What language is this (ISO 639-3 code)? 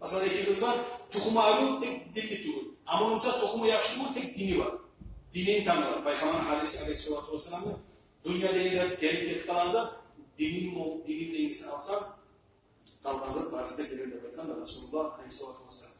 kum